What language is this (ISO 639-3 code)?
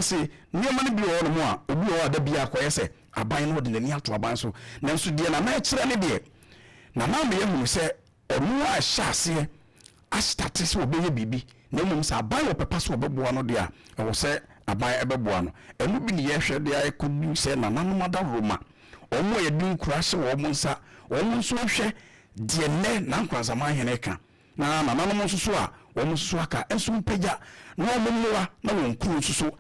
aka